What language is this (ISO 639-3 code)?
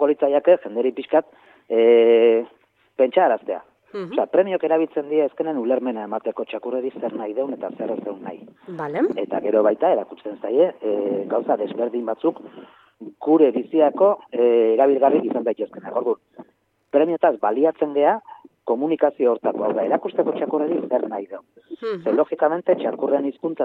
eus